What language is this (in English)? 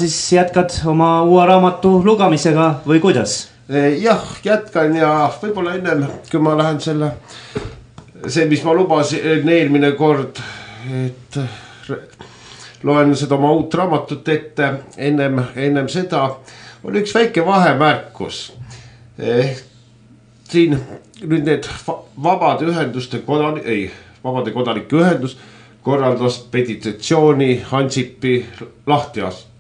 Estonian